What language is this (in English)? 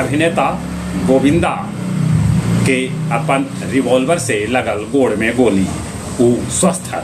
Magahi